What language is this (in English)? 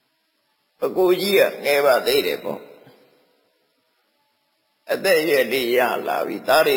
Burmese